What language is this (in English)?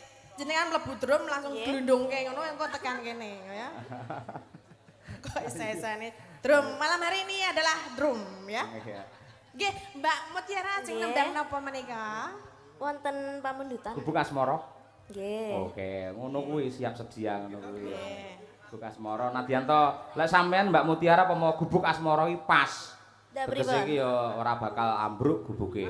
Javanese